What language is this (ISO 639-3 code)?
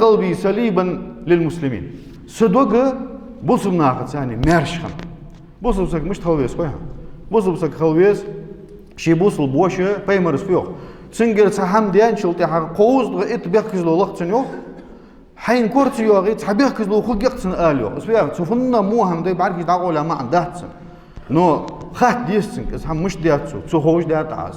inh